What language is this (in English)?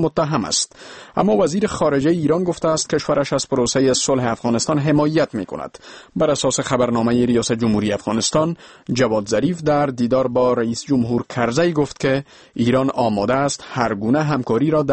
Persian